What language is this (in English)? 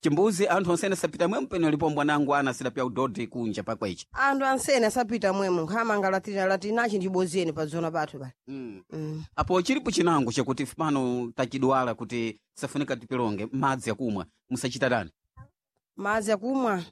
Sena